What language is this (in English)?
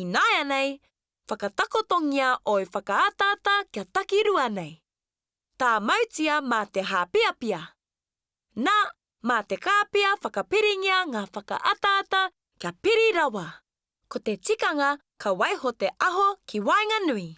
Māori